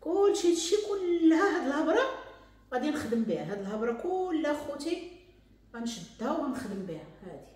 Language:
Moroccan Arabic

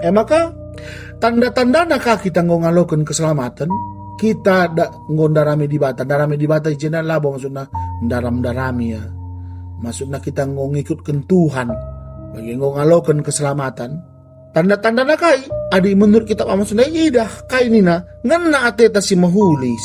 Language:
Batak Karo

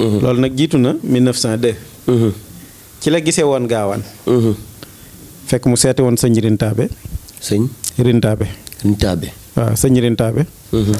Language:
Wolof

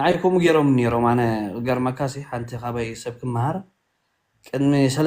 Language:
Tigrinya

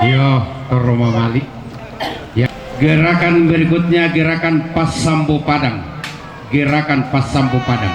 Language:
Toraja-Sa'dan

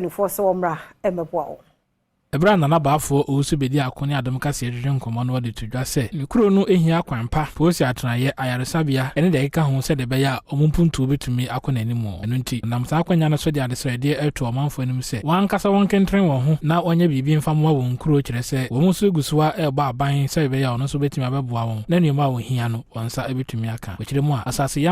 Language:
Akan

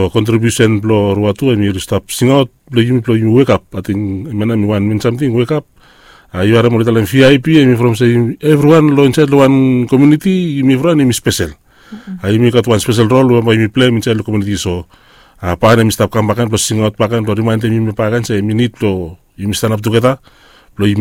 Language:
Bislama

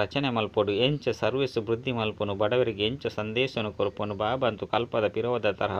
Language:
Tulu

